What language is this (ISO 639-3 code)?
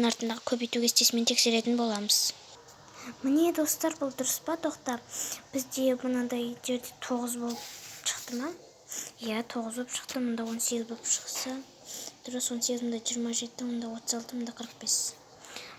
kaz